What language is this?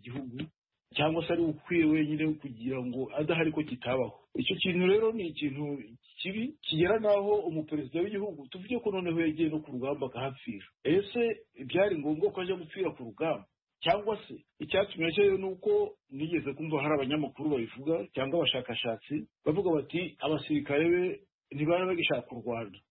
Kinyarwanda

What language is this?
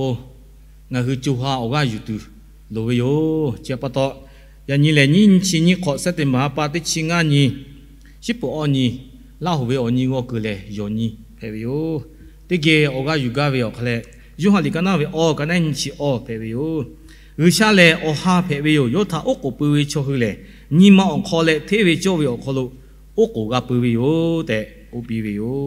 Lahu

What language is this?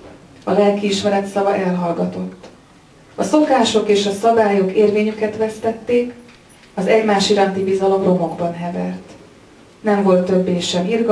Hungarian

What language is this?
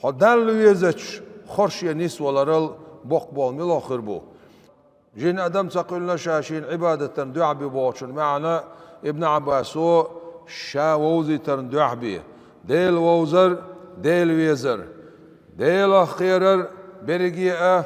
Chechen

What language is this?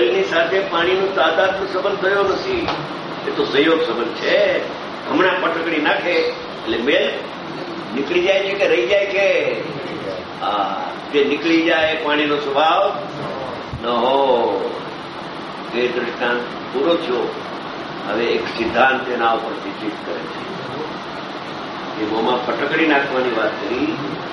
Gujarati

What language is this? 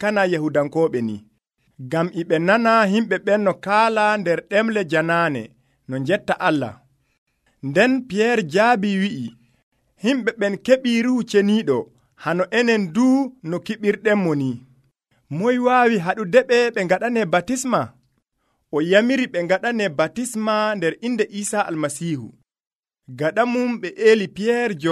Nigerian Fulfulde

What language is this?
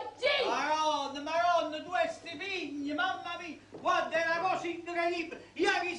Neapolitan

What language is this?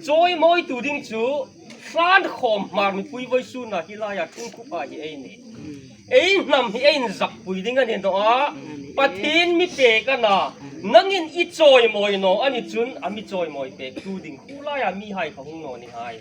Hmar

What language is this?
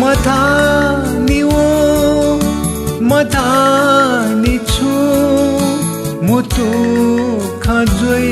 Newari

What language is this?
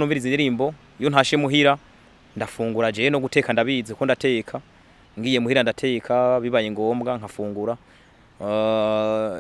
Rundi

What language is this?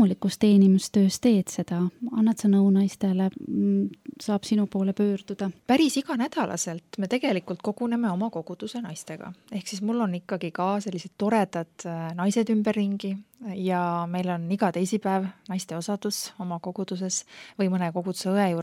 Estonian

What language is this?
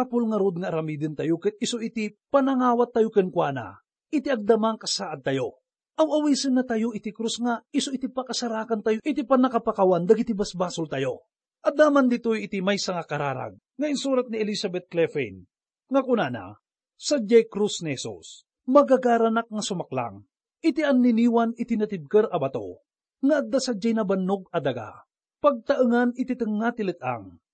Iloko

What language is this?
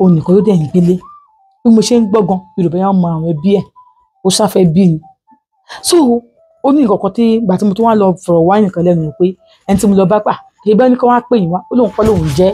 Yoruba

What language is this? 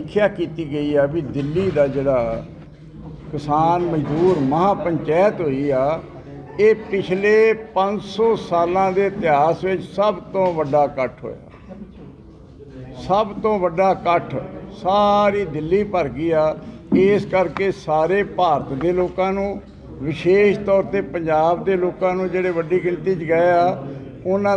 Punjabi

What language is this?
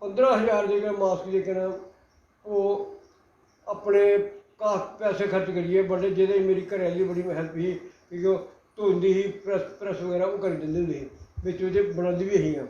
Dogri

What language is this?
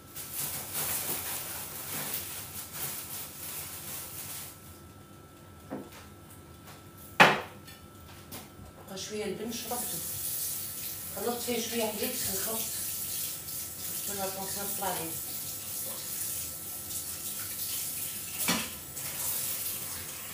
Algerian Arabic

